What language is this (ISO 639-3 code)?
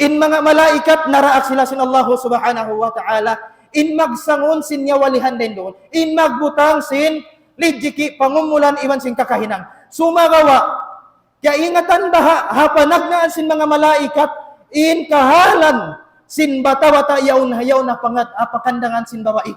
tsg